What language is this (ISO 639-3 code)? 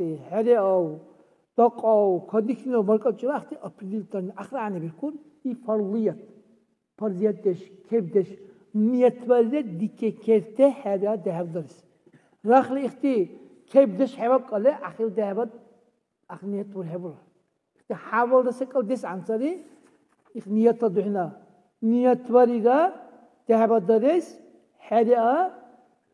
dar